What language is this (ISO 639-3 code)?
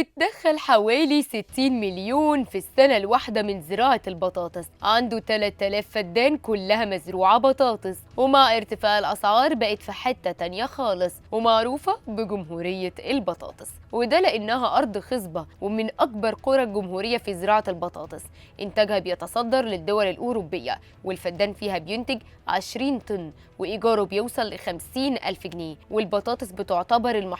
arz